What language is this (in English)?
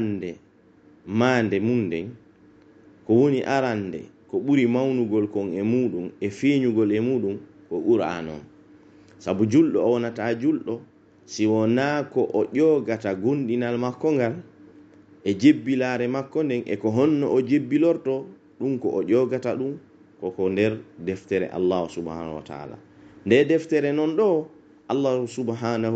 Pular